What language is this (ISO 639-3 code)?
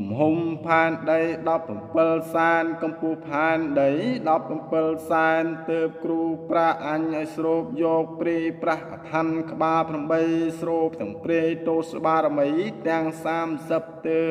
khm